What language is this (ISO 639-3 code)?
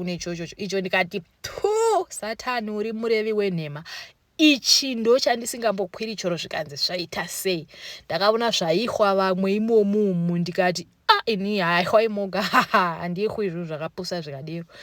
sna